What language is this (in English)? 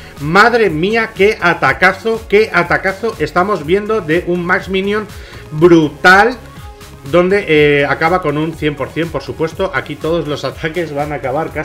Spanish